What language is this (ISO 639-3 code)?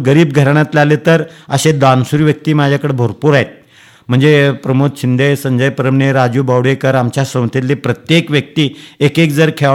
mar